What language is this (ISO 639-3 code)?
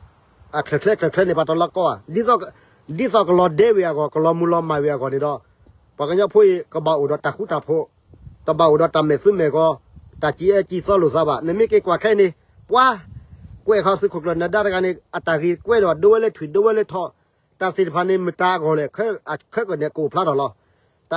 ksw